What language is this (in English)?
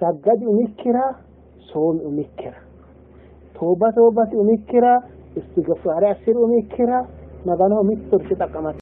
Sidamo